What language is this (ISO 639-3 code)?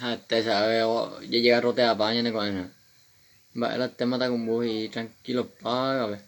grn